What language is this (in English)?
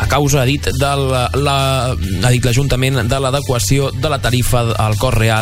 Catalan